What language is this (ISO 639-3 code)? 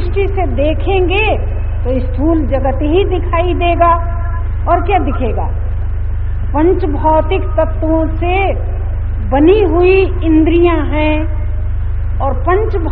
hin